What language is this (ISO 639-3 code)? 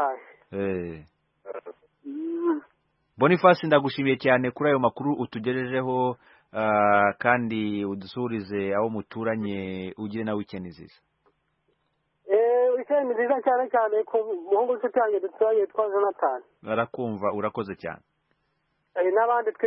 kin